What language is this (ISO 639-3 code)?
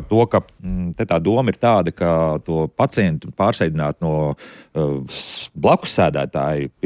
lav